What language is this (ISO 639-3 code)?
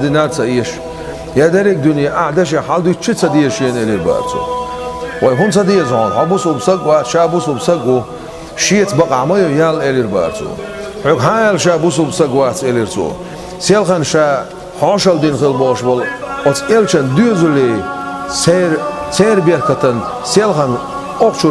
che